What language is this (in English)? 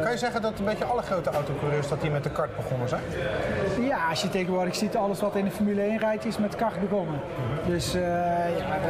Dutch